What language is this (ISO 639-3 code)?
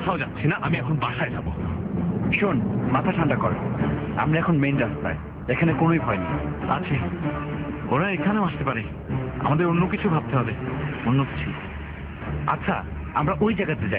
ben